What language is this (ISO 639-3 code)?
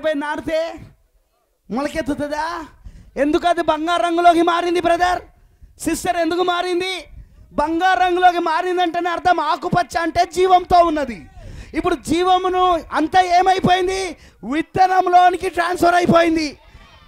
tel